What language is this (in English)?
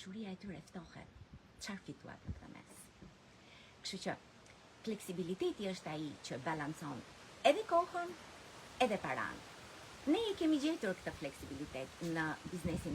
Albanian